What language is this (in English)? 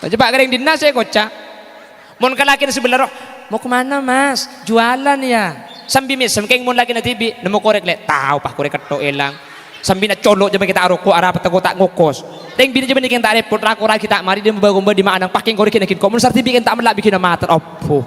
Madurese